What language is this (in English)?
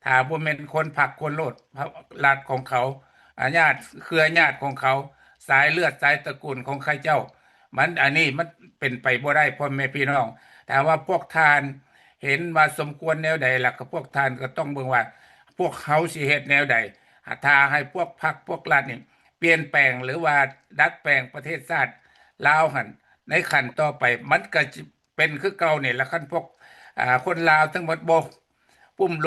Lao